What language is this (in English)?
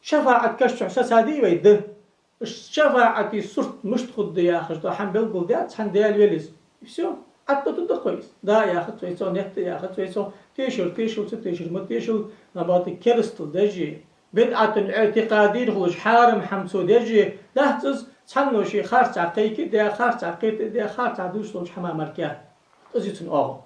Ingush